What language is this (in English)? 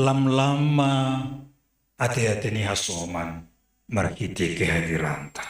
Batak Simalungun